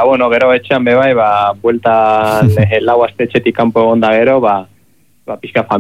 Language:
Basque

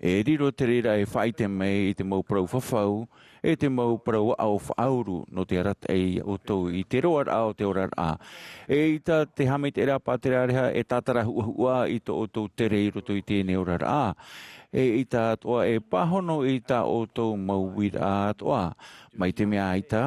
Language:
Tahitian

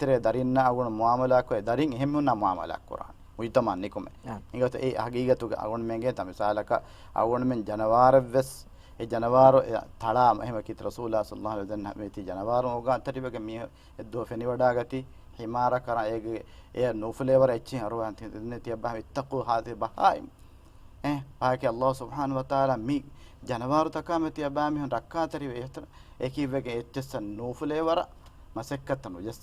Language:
Divehi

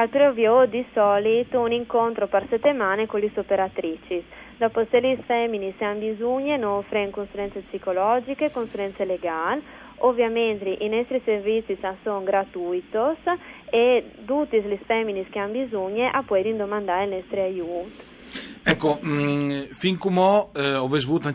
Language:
Friulian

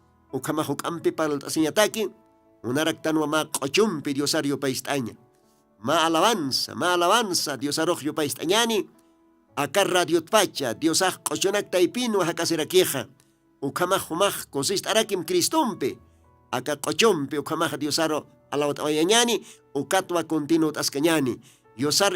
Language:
Aymara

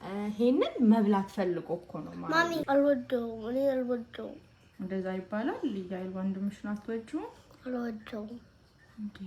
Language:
Amharic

